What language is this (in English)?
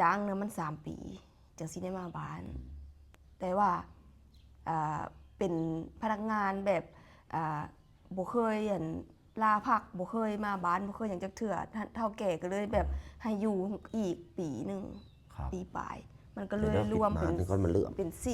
Lao